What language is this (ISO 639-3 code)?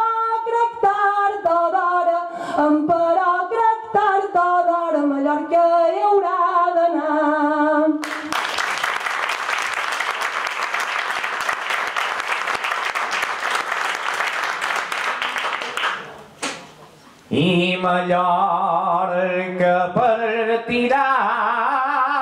cat